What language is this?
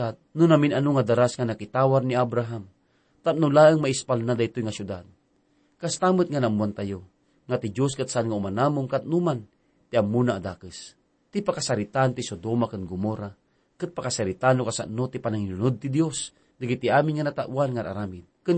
Iloko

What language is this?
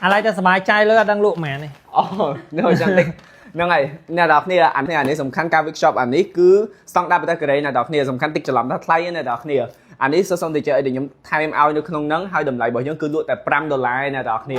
Khmer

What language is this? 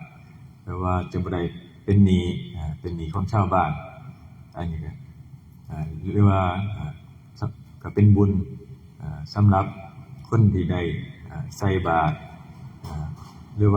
Northeastern Thai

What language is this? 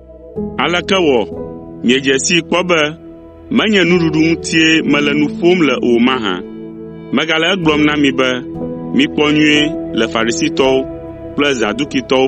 Ewe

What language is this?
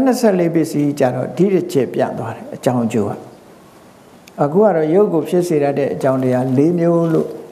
Burmese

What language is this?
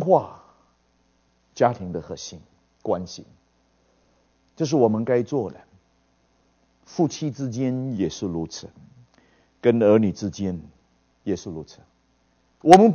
Chinese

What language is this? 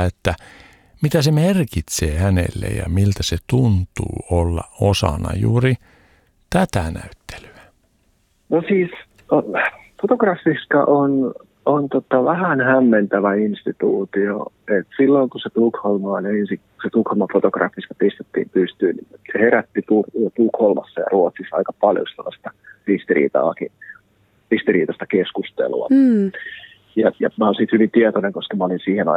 Finnish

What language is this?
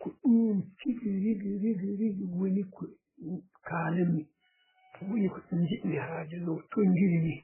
Fula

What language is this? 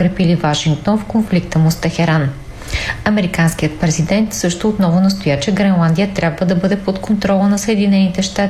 Bulgarian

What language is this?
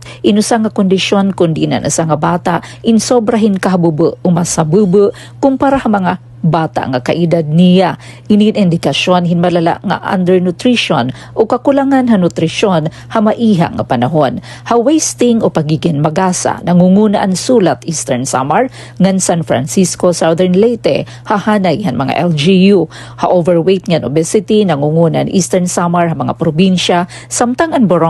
Waray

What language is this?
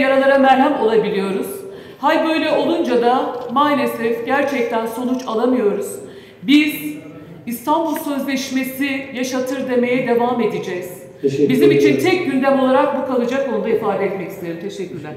Turkish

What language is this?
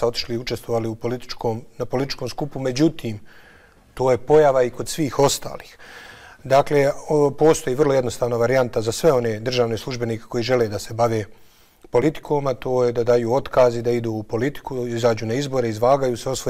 Bosnian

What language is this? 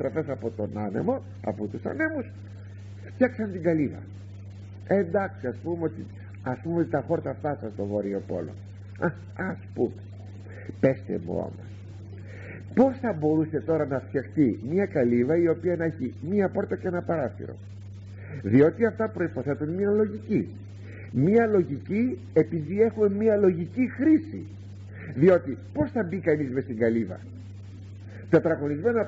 Greek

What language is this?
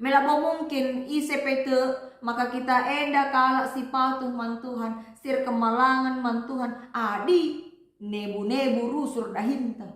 Batak Karo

